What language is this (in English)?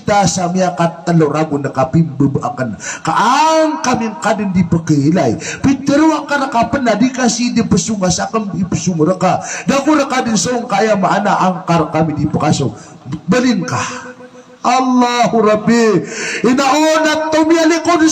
Maranao